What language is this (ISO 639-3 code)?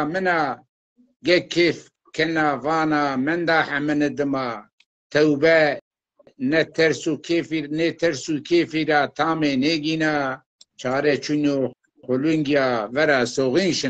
zza